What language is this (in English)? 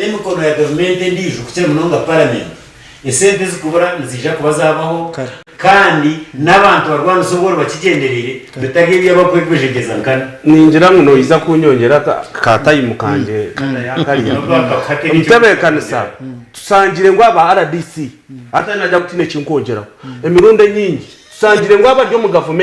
Nyankole